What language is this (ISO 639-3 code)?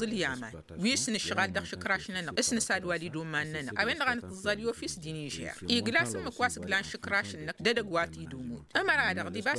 taq